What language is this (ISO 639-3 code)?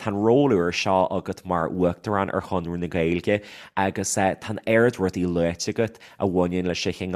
gle